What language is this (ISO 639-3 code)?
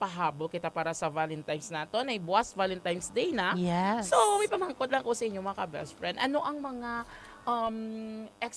hil